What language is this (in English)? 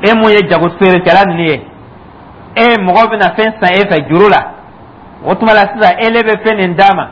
Dyula